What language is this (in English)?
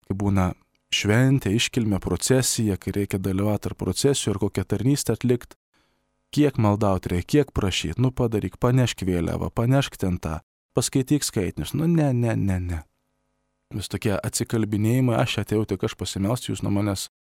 Lithuanian